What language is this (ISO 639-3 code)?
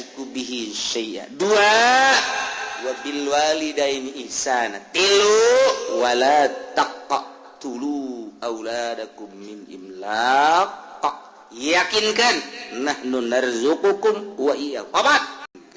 sun